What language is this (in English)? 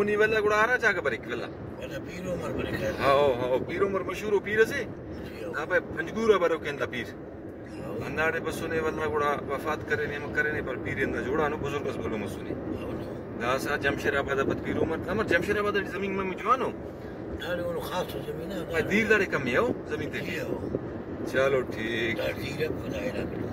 Brahui